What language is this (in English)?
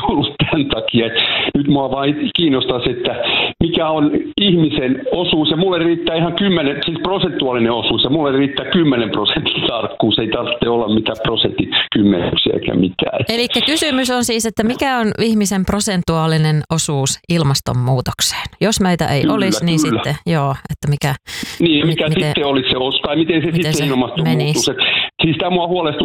Finnish